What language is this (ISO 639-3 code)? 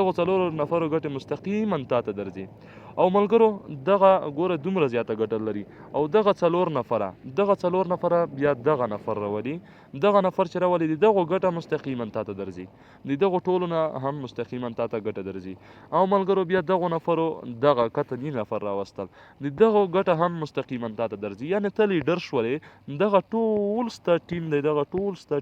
pus